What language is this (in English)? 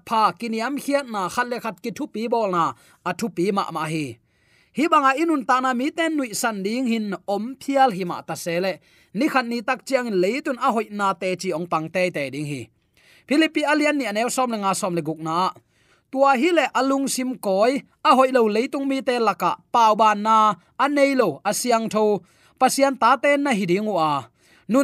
Tedim Chin